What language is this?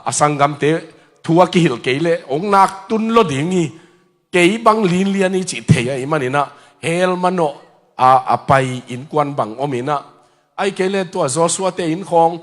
Tedim Chin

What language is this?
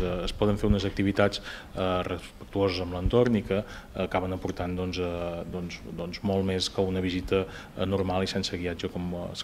Catalan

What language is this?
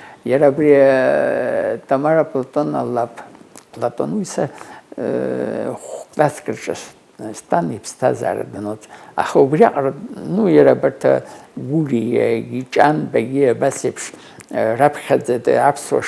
Abkhazian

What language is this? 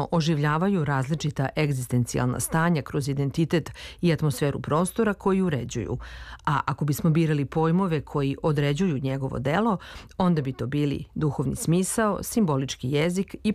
Serbian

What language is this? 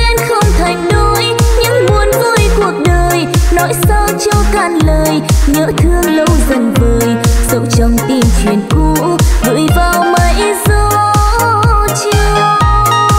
Vietnamese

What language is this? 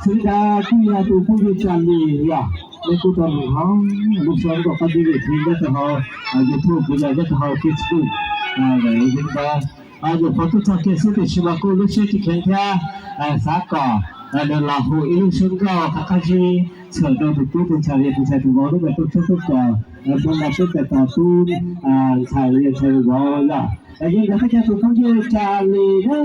Hmong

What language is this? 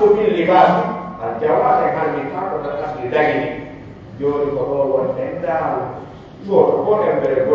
Pular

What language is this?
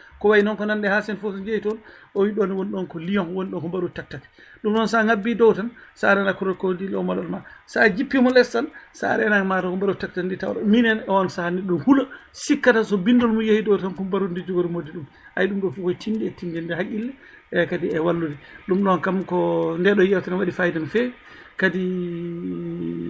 Fula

